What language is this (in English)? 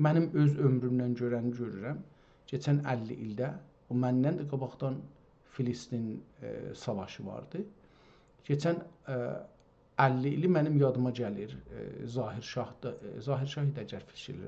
South Azerbaijani